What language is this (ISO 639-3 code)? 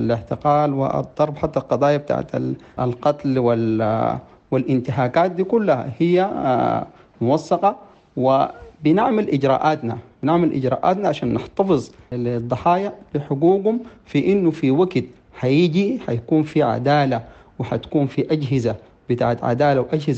apd